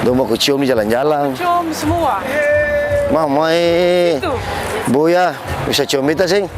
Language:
Ambonese Malay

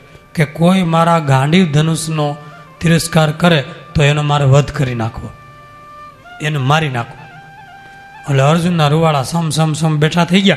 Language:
Gujarati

